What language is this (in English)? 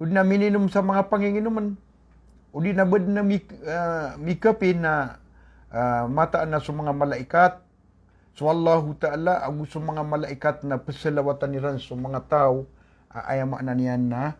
Maranao